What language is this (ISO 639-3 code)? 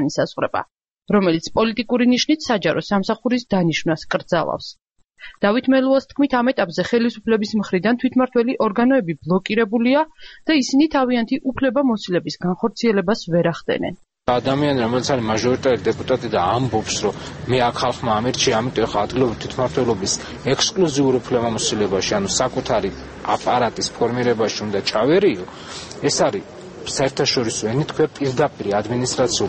kat